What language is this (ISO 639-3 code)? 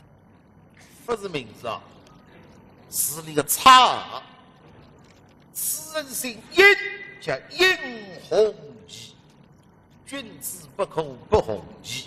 wuu